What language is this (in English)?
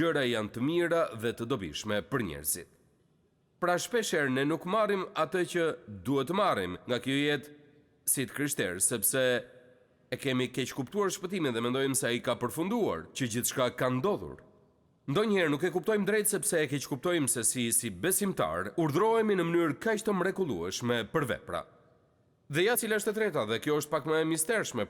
Albanian